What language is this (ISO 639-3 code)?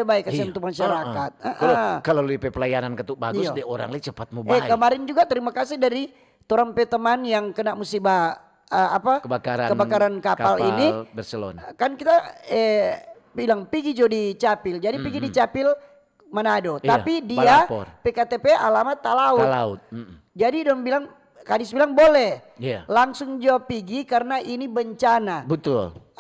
xmm